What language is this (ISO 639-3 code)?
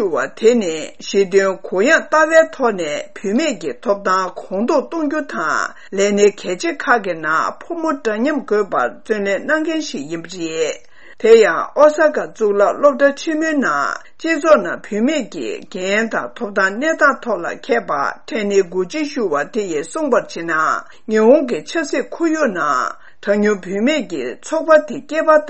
bod